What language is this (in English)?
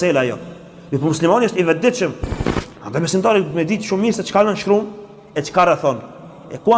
Albanian